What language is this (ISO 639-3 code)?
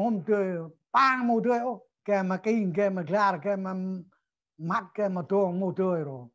cmo